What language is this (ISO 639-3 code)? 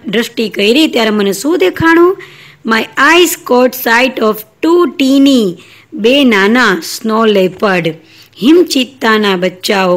guj